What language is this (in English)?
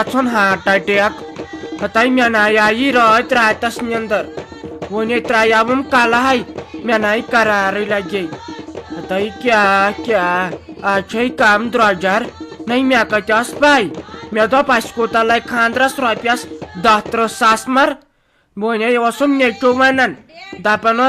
Kashmiri